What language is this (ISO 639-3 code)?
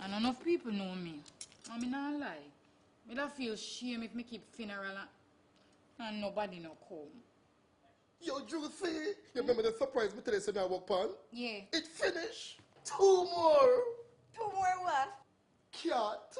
jam